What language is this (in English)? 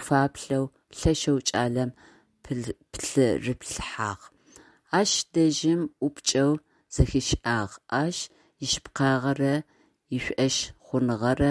Adyghe